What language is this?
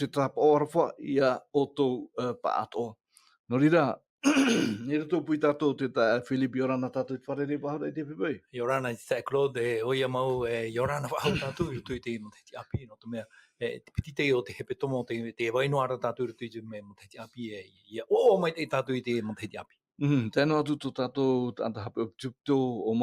Tahitian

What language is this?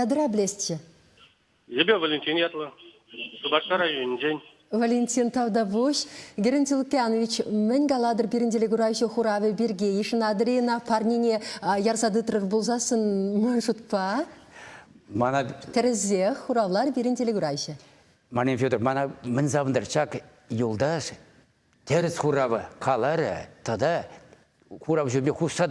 Chuvash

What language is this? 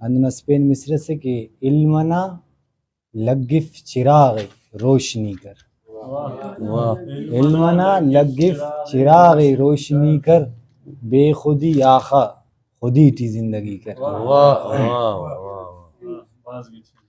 Brahui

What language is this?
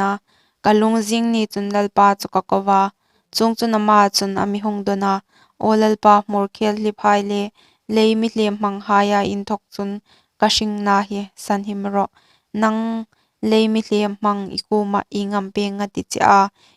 Hmar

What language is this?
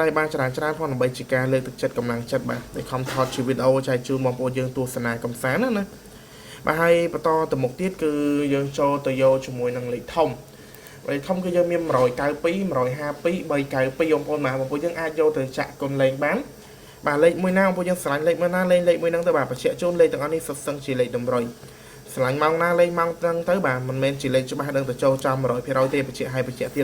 Khmer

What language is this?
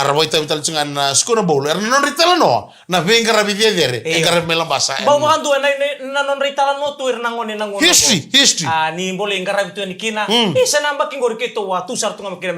Fijian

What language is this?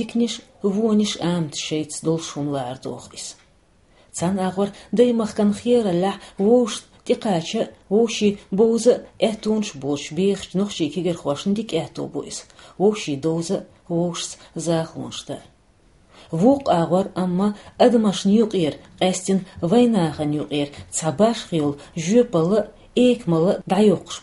Chechen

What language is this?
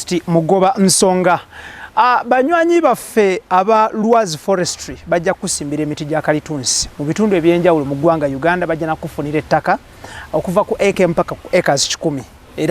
Ganda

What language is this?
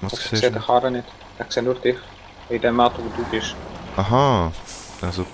Swiss German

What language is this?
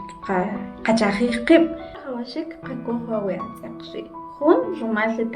Kʼicheʼ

